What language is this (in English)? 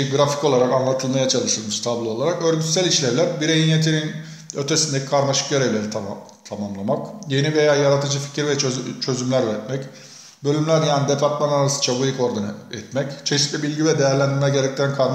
Turkish